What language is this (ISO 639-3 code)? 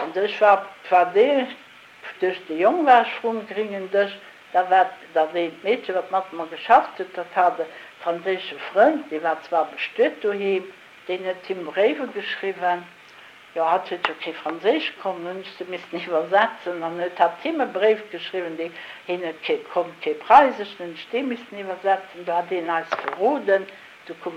ltz